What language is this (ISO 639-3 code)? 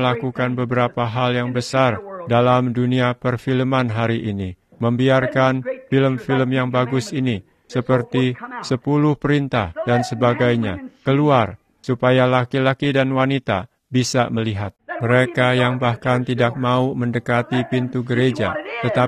ind